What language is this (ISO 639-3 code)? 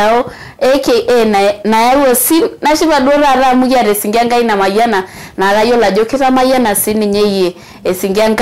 mas